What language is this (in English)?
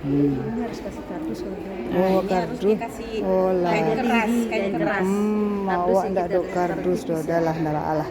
Minangkabau